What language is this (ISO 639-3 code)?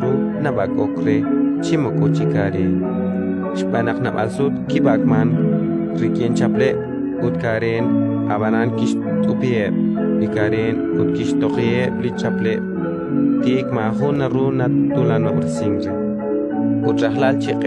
kek